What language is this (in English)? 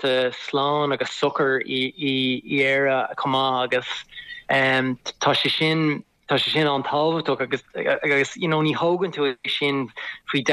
Irish